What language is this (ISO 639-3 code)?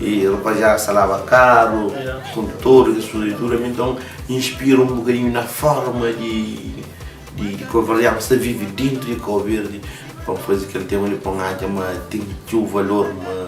kea